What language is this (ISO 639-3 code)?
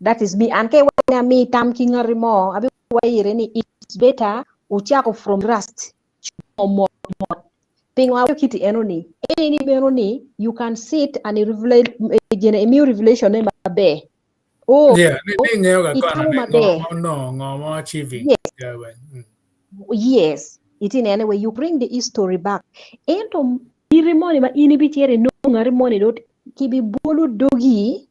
ach